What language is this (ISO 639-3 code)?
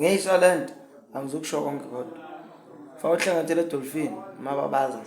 zul